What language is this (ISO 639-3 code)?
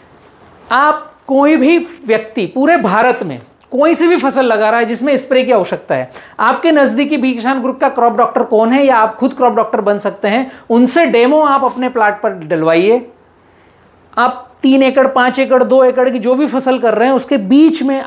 hin